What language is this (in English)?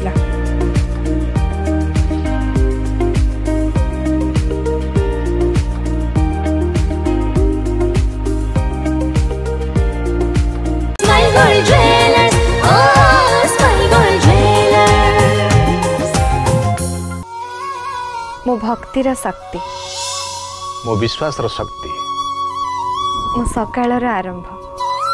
Odia